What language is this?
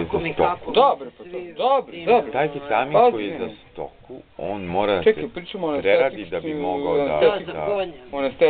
Serbian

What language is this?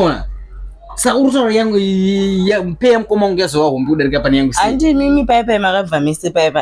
Shona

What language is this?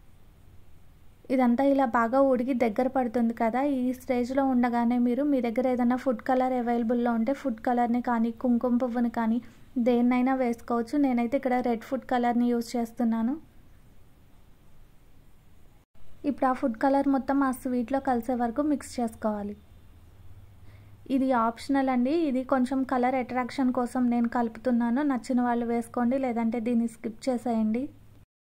Telugu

